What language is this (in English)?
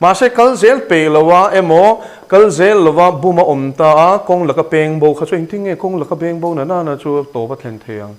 Mizo